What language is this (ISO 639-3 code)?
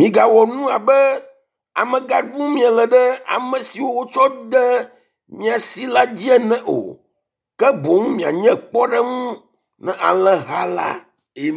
ewe